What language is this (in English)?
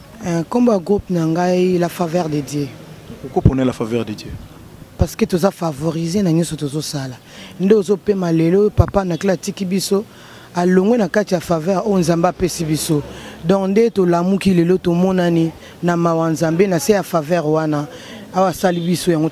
Lingala